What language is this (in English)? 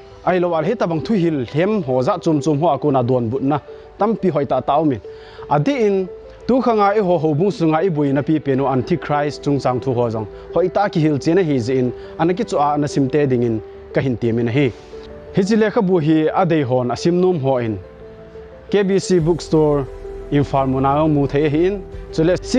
Thado Chin